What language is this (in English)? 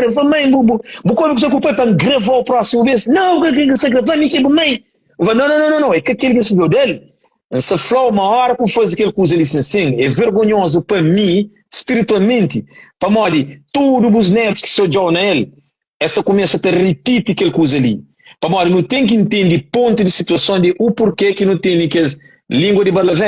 Kabuverdianu